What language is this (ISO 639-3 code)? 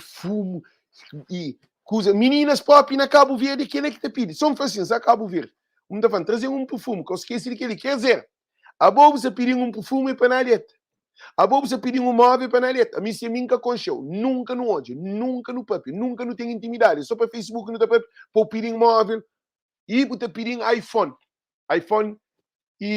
kea